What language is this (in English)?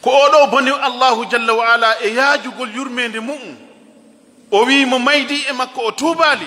Fula